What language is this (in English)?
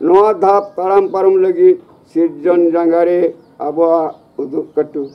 Santali